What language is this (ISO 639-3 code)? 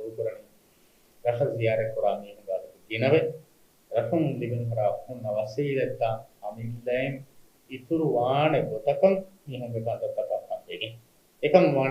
div